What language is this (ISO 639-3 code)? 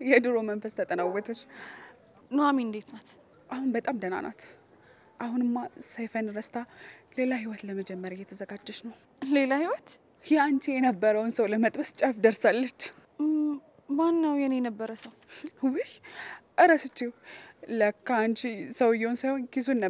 amh